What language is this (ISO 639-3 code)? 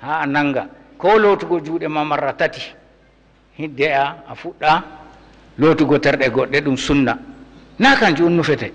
ful